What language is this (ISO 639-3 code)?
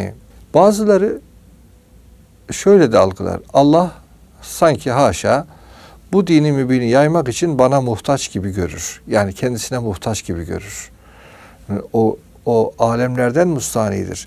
tur